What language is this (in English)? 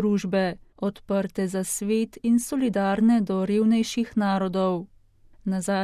Slovenian